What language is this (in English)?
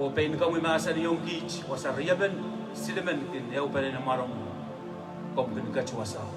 Pohnpeian